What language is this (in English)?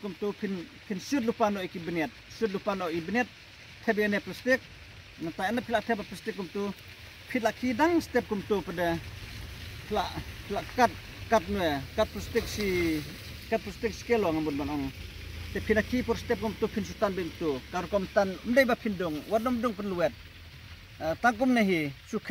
Khasi